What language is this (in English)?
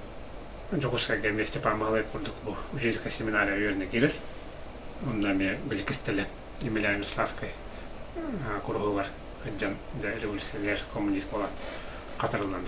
Yakut